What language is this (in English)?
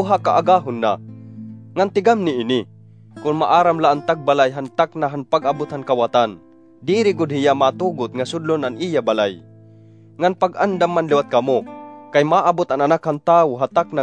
Waray